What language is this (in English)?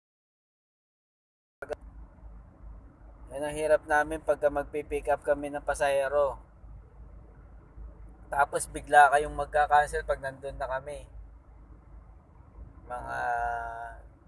Filipino